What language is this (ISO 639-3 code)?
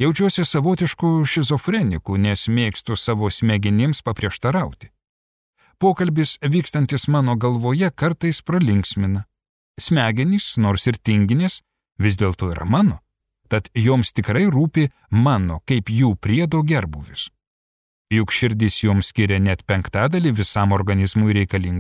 lit